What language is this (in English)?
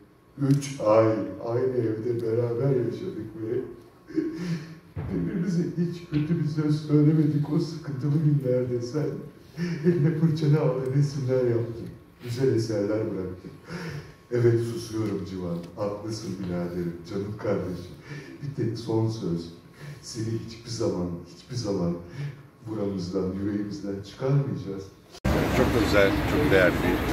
Turkish